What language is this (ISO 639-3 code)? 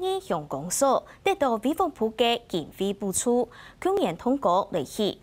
hak